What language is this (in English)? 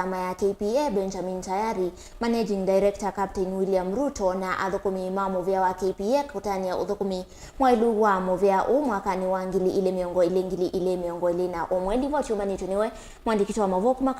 Kamba